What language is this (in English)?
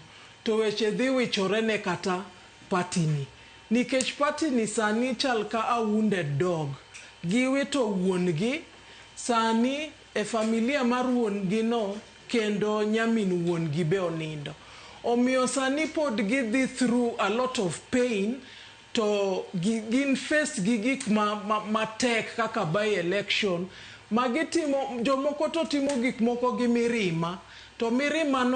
Luo (Kenya and Tanzania)